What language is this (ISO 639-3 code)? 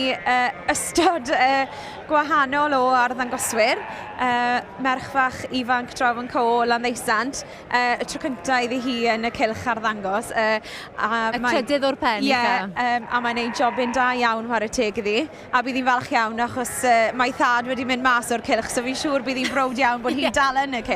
cym